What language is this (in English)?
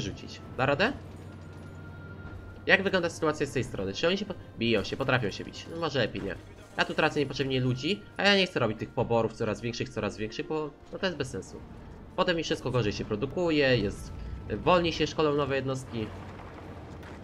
Polish